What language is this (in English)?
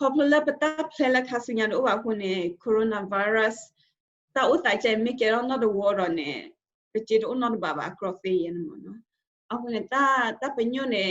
S'gaw Karen